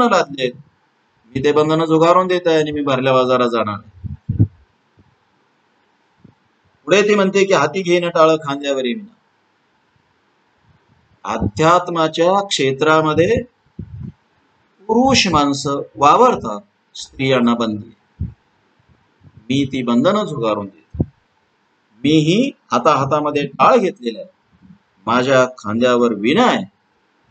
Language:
Marathi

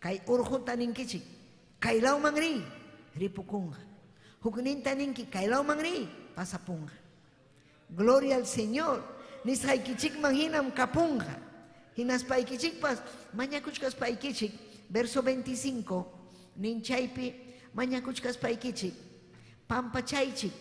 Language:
Ayacucho Quechua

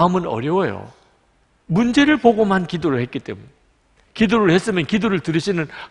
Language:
Korean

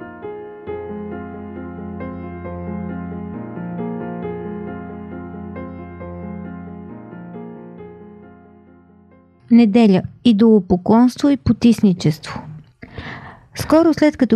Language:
Bulgarian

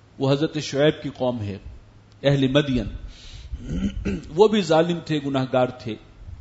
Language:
Urdu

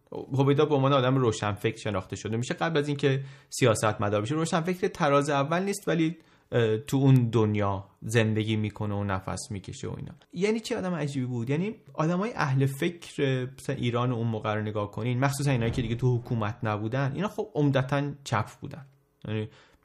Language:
Persian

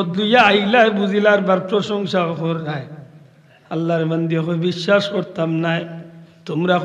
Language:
Sylheti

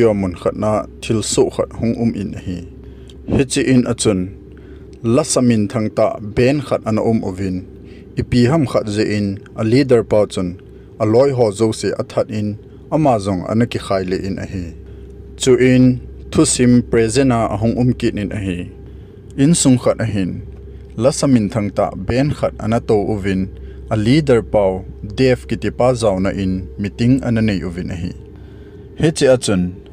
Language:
Thado Chin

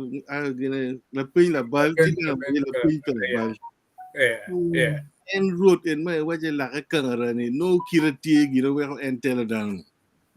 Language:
Acoli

